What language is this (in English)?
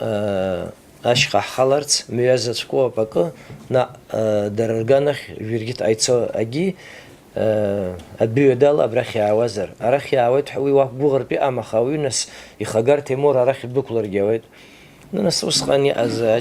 Abkhazian